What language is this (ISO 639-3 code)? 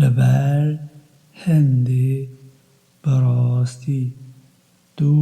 kur